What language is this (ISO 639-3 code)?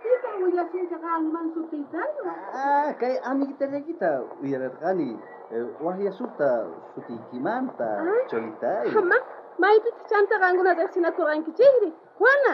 quh